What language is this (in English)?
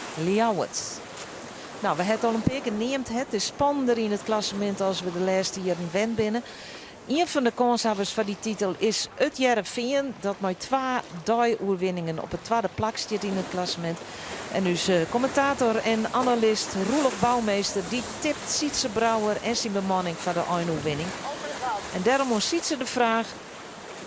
Western Frisian